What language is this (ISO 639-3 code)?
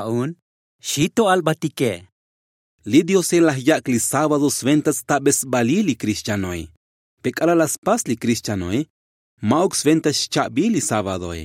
tzo